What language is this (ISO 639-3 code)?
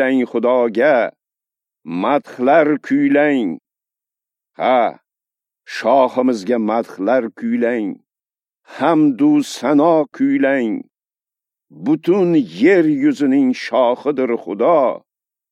uzb